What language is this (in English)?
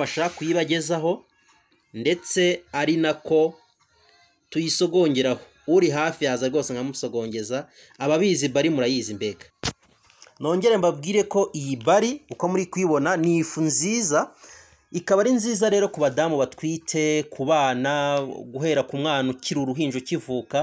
Kinyarwanda